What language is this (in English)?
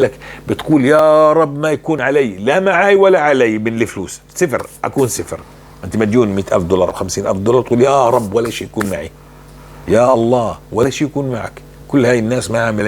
North Levantine Arabic